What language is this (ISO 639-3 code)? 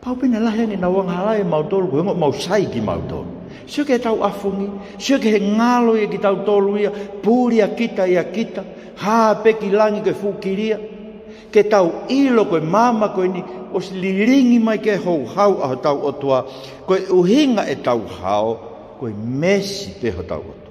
ton